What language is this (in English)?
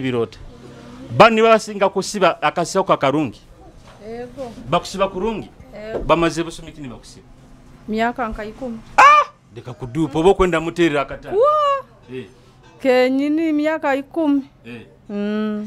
Nyoro